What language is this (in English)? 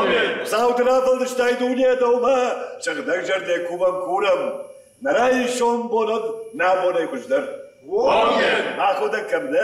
Ossetic